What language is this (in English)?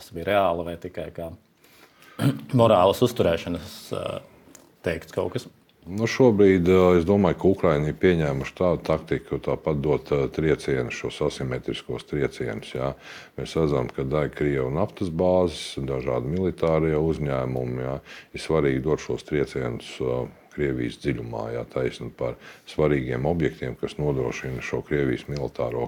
Latvian